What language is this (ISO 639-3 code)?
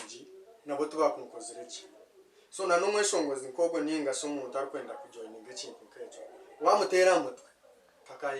nyn